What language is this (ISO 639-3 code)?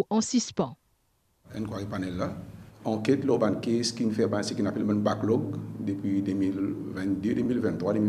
mfe